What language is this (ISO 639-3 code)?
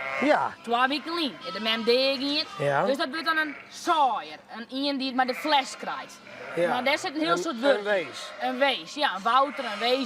fry